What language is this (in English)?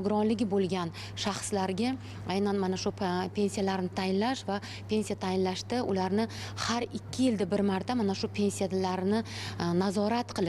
Uzbek